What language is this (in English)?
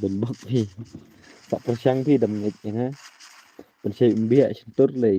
Khasi